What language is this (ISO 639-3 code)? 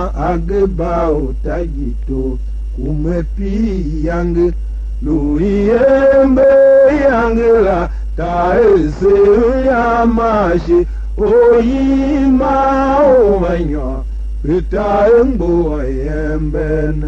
tiv